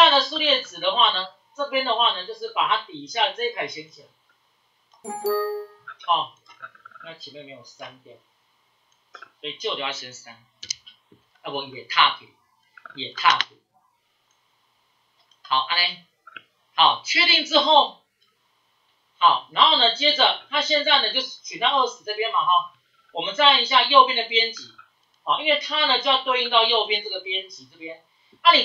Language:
Chinese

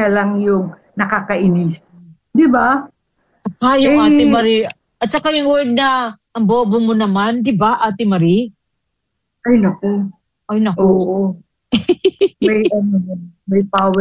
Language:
Filipino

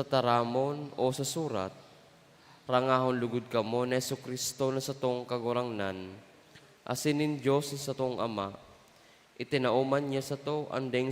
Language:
Bikol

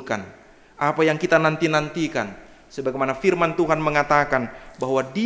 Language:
Batak Simalungun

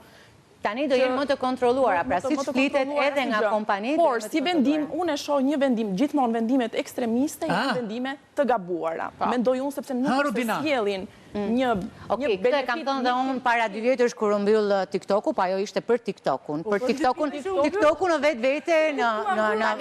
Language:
Albanian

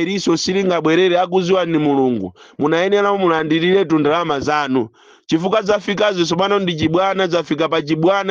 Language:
Nyanja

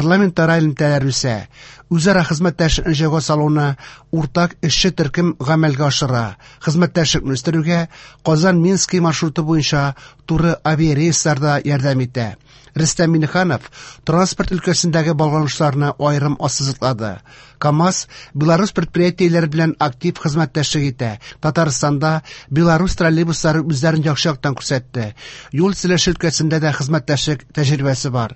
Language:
Tatar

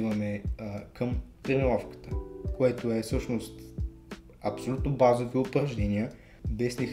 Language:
Bulgarian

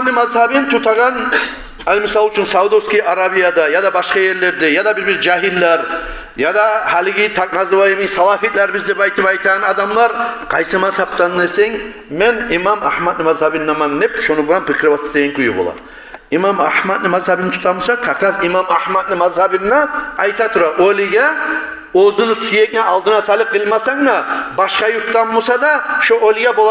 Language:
Kumyk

